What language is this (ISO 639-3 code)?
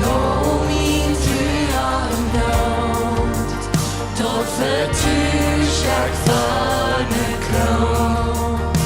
pdt